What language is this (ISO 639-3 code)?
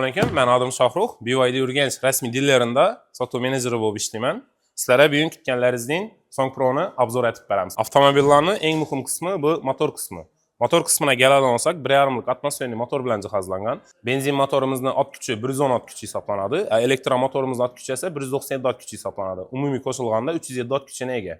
uzb